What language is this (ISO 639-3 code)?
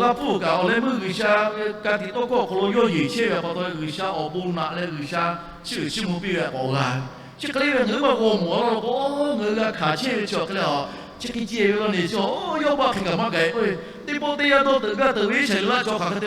lhu